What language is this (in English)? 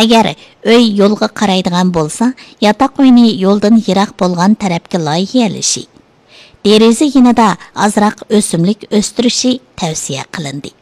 Uyghur